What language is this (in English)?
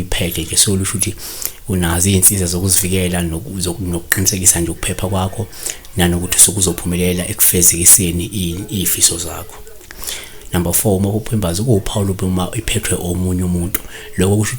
Zulu